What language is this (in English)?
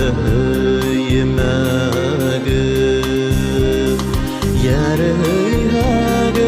Bashkir